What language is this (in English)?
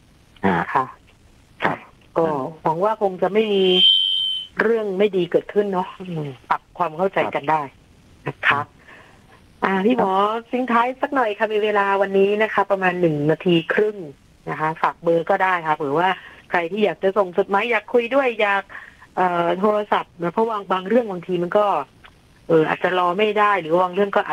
Thai